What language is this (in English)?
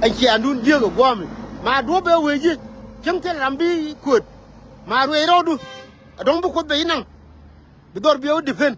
Nuer